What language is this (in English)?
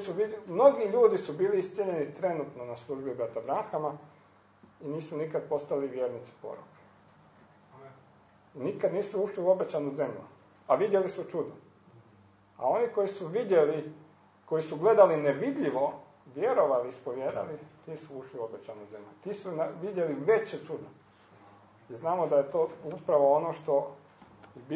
Croatian